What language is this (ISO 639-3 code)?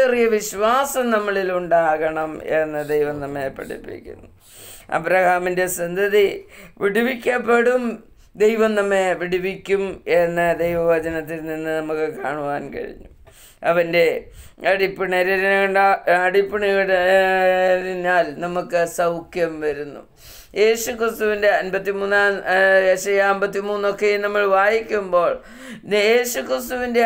mal